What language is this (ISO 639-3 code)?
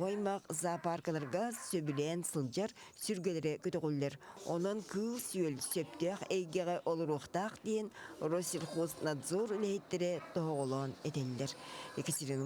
sah